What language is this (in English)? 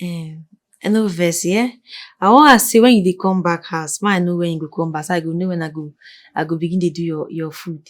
Nigerian Pidgin